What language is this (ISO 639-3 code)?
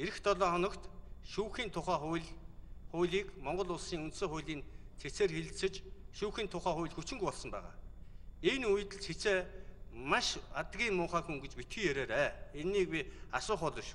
mon